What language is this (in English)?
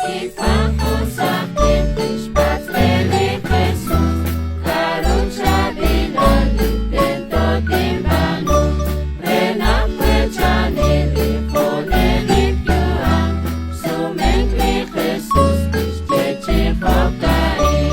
Kekchí